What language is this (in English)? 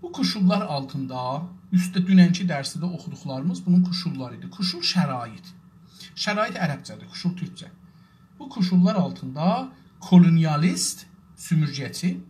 South Azerbaijani